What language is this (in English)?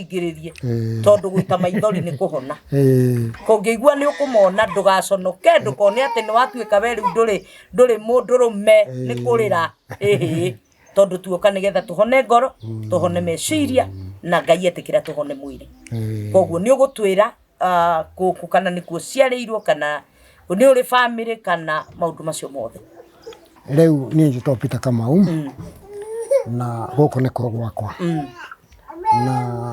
Kikuyu